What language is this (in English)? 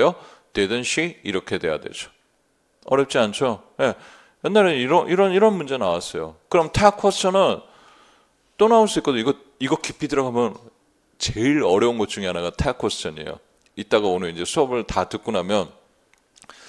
Korean